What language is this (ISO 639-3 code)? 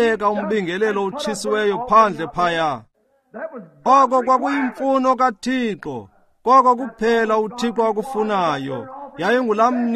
xho